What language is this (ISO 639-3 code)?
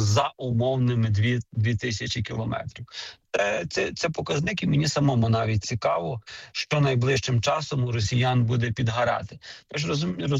ukr